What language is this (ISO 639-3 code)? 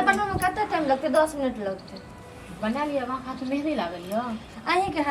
mai